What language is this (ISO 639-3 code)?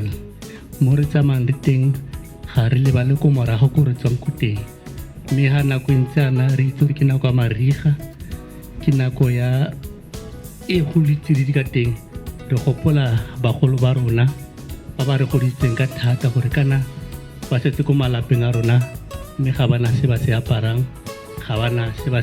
tsn